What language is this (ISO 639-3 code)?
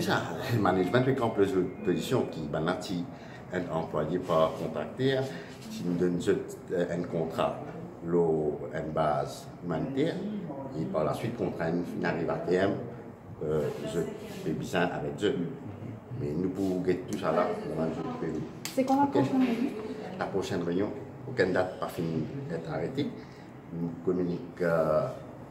mfe